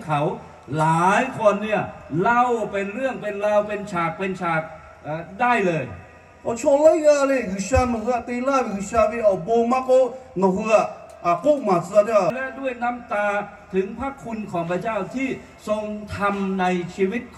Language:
Lahu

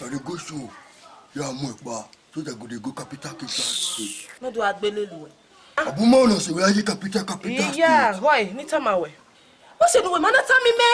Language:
Bini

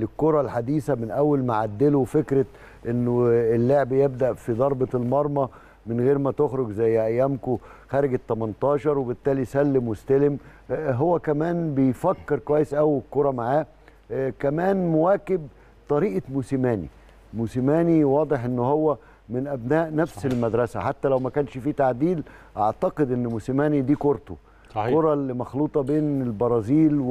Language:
Egyptian Arabic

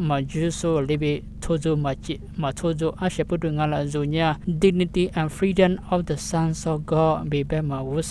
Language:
Lisu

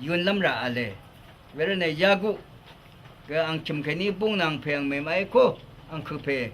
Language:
Rawang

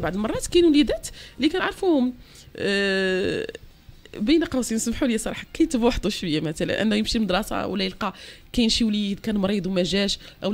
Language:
Moroccan Arabic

